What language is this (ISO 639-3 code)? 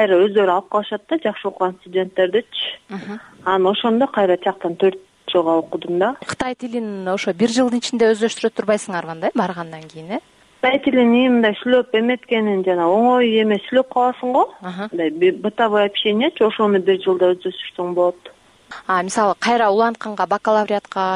kir